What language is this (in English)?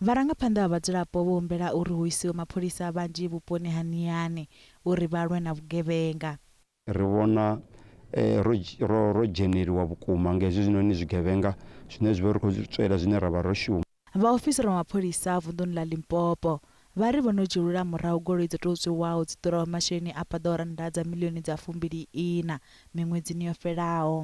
Venda